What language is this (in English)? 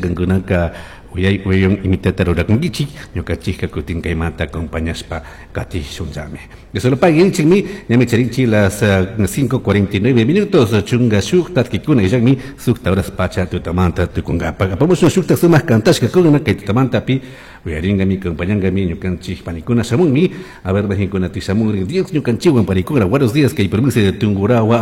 Chimborazo Highland Quichua